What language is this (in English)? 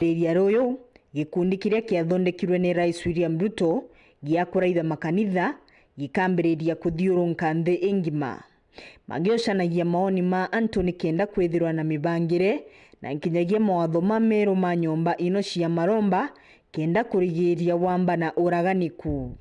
Meru